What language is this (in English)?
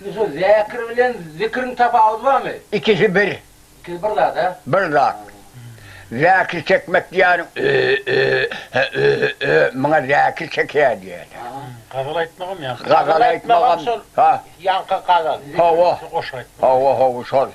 Turkmen